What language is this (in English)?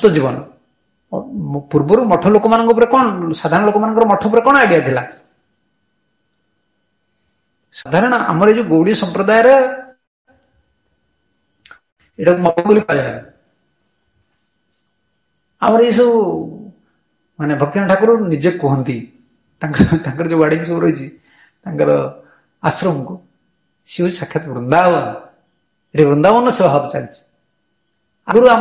Odia